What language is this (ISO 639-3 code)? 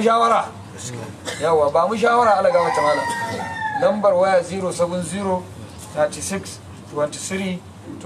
hau